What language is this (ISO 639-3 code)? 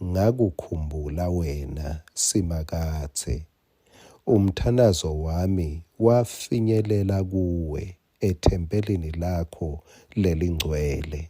ssw